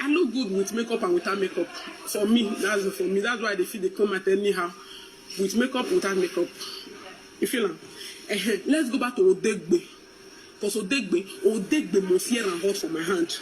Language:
Nigerian Pidgin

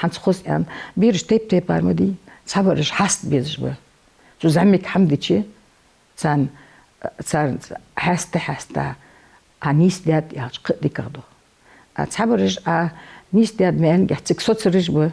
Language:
Ingush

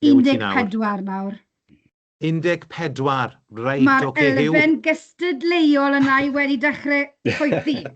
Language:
Welsh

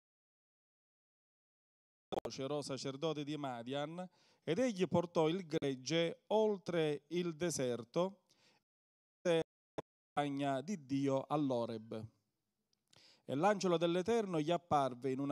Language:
Italian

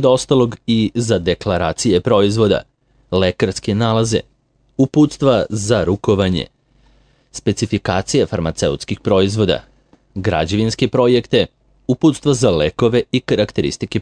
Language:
Serbian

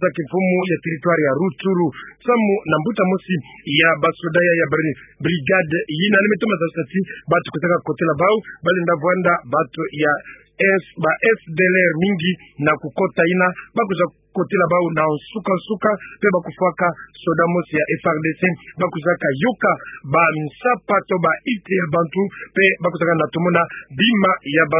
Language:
Kituba (Democratic Republic of Congo)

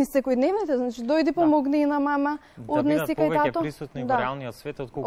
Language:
Macedonian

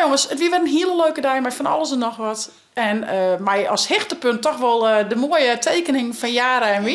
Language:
Western Frisian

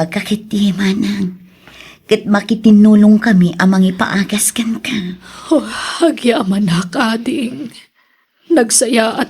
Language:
Iloko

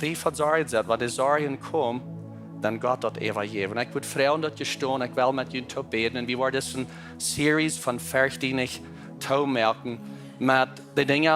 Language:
Plautdietsch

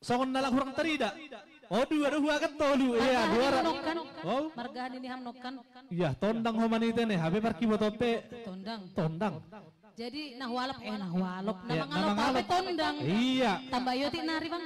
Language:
Batak Simalungun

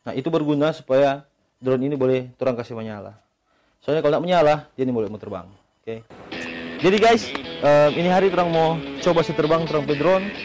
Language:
Manado Malay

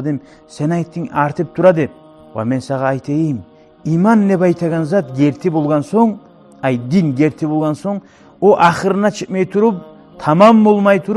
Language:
Kumyk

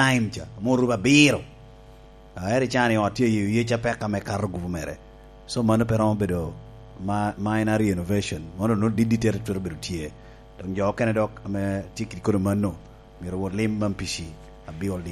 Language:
Lango (Uganda)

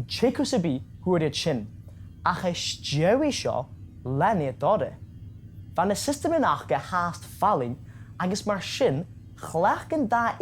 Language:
Scottish Gaelic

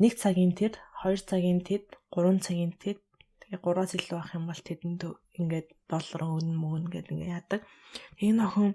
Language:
Mongolian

